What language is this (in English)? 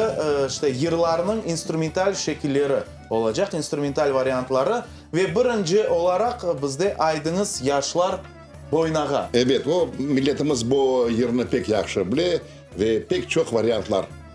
Crimean Tatar